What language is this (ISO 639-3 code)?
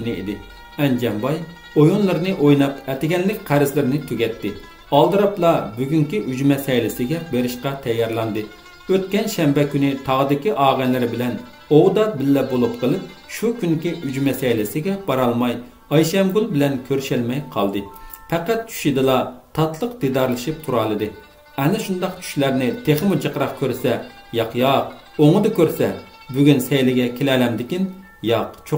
uig